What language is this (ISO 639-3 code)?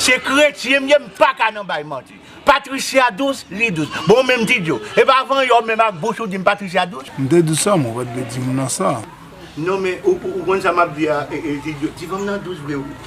hat